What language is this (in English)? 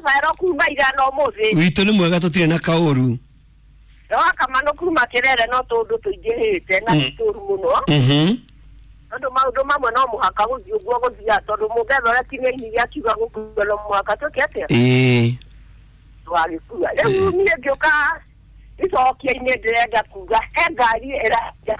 Kikuyu